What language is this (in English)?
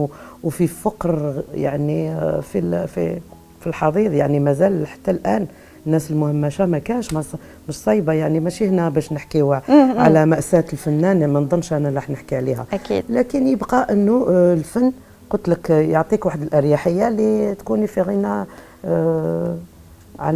Algerian Arabic